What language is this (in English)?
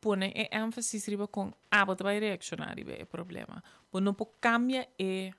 Papiamento